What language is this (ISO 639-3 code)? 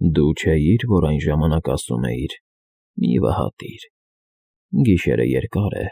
hye